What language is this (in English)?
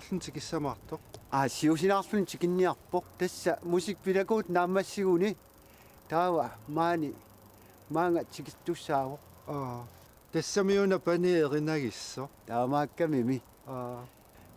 Kalaallisut